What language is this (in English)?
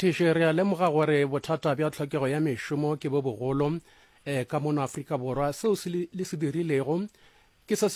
Northern Sotho